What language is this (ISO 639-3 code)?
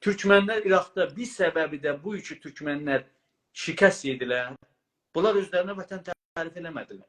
azb